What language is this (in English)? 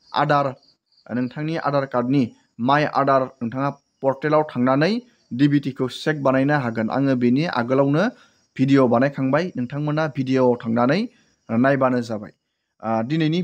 Bodo